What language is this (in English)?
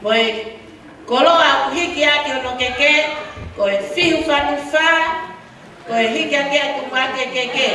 Tongan